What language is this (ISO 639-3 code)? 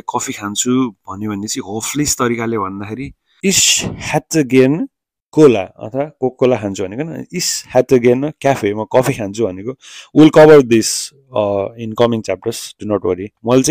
nep